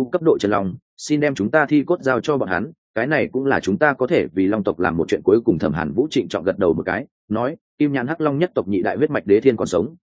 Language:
Vietnamese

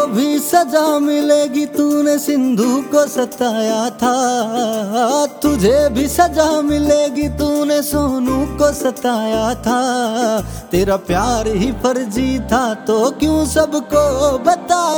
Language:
Haryanvi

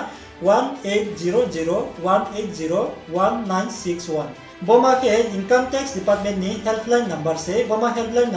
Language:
Riang (India)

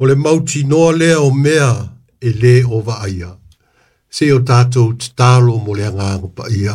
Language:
Samoan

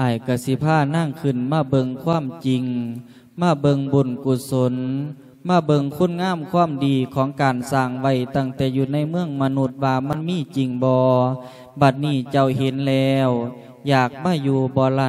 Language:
Lao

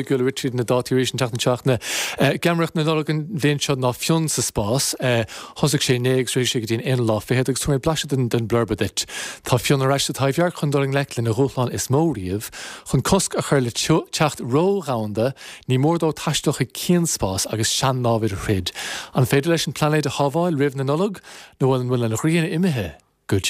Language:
Irish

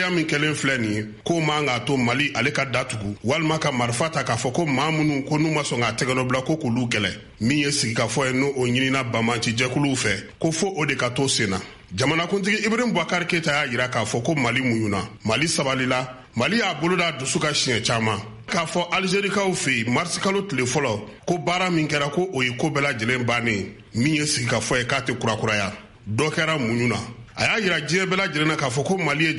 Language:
Bambara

